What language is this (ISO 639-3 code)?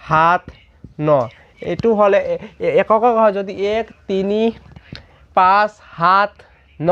asm